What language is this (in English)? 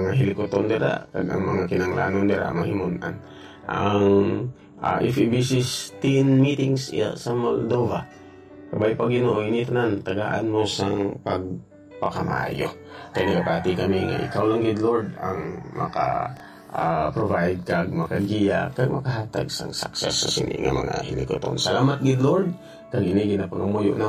Hiligaynon